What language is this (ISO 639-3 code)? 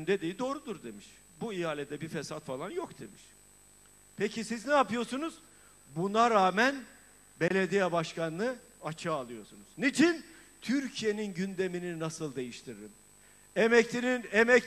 tur